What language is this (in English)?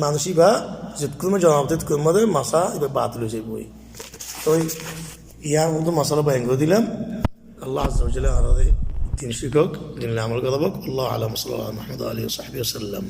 Rohingya